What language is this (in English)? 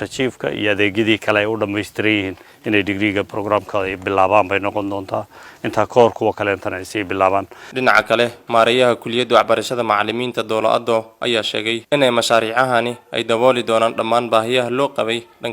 Somali